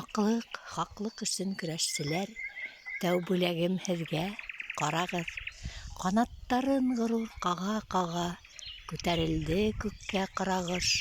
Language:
Bashkir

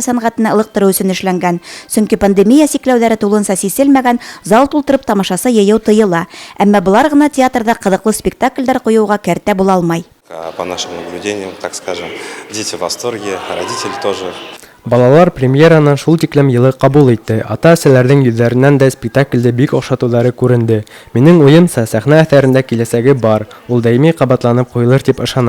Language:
Bashkir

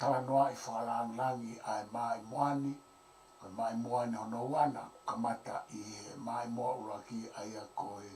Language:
Tongan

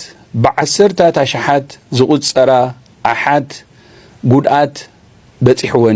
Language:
Tigrinya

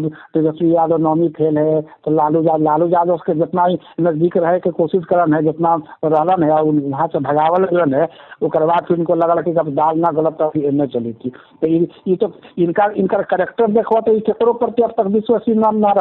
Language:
Magahi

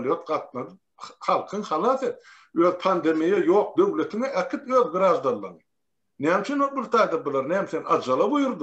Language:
Turkmen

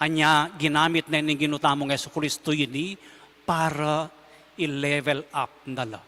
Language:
Pampanga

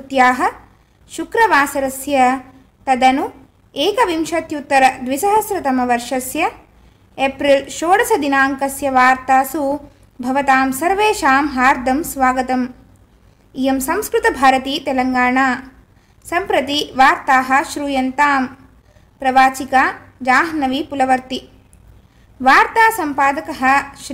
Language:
Sanskrit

